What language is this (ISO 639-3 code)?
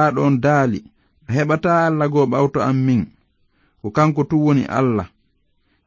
ful